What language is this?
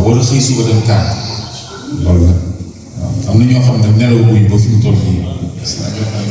Wolof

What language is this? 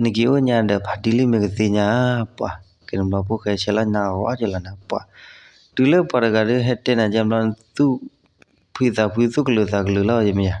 S'gaw Karen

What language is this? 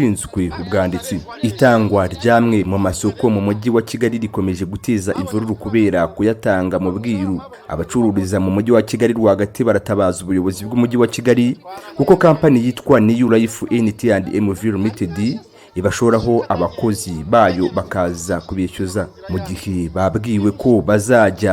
Kinyarwanda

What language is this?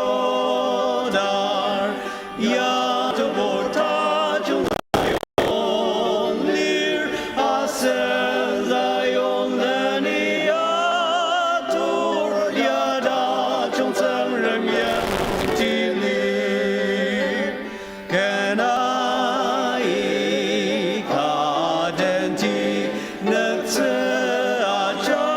Ao Naga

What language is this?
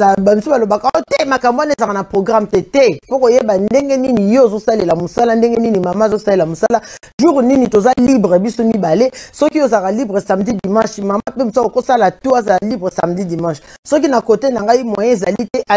Lingala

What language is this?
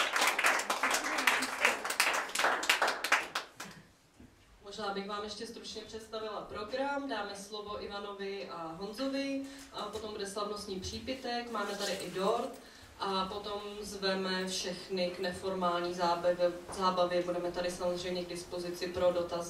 Czech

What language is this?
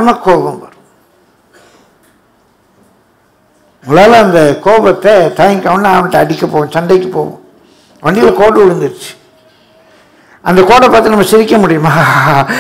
Tamil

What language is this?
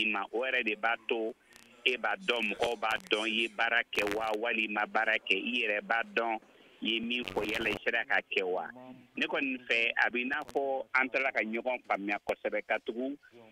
Bambara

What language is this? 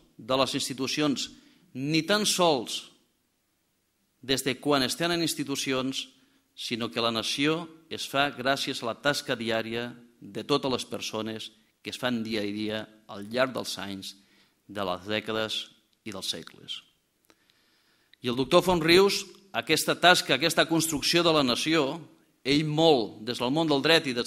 Catalan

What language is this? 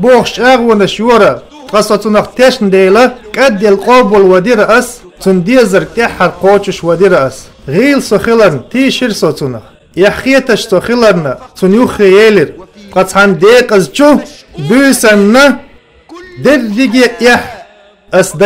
Chechen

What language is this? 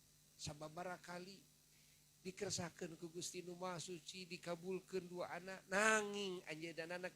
Sundanese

